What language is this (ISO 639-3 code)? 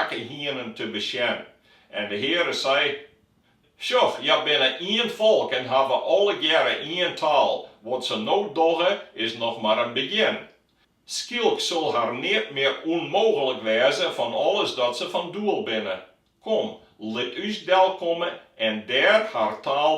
fry